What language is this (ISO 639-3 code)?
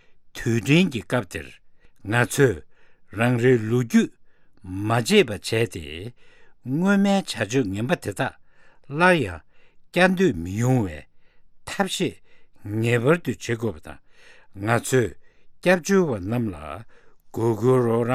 bod